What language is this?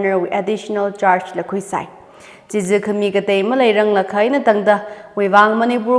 Tangkhul Naga (India)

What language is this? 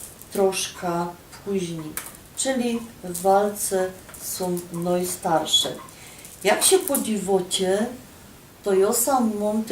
Silesian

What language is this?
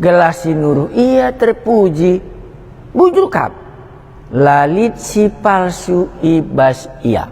Batak Karo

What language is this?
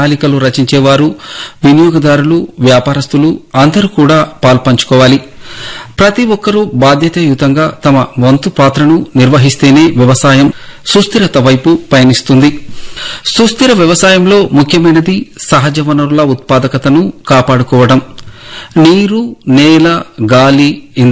Telugu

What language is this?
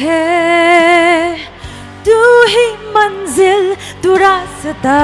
Poumei Naga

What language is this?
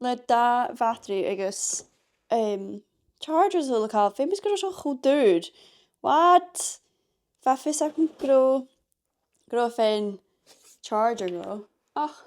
Scottish Gaelic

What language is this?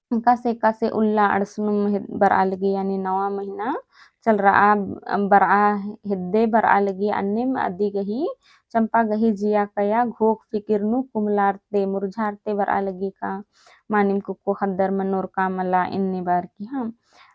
Kurukh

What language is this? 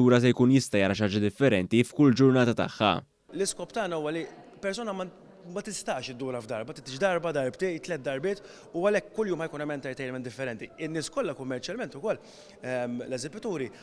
Maltese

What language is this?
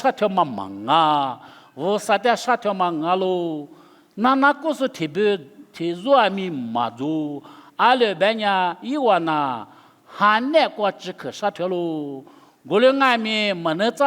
Lisu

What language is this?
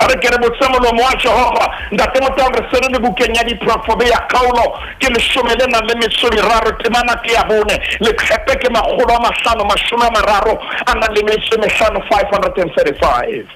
Southern Sotho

